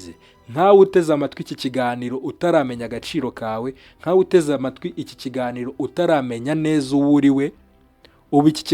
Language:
Kinyarwanda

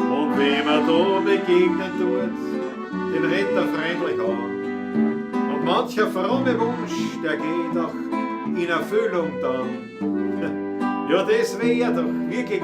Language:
Bavarian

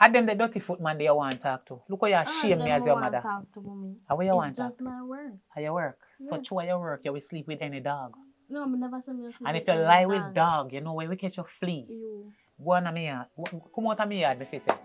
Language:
Jamaican Creole English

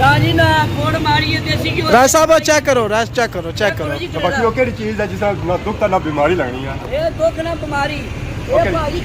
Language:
Pahari-Potwari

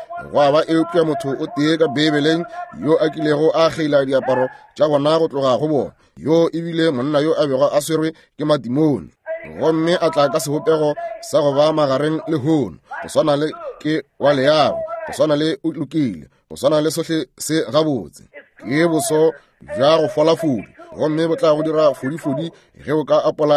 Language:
Northern Sotho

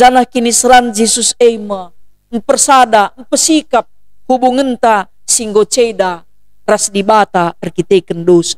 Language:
Batak Karo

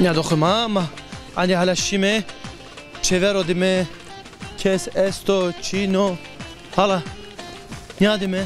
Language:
Zaza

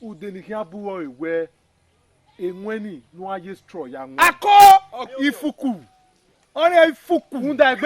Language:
Bini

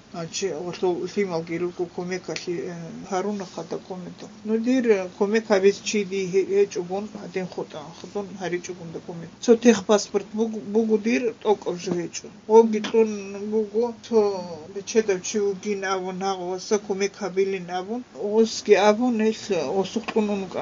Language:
Avaric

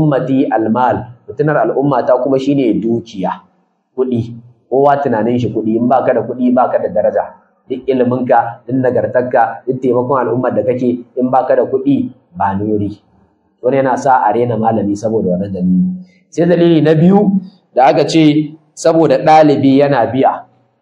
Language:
Hausa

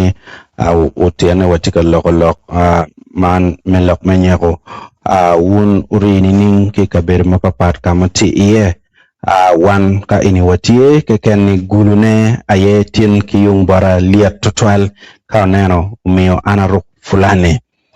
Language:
Acoli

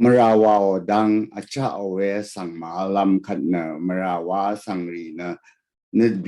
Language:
Rawang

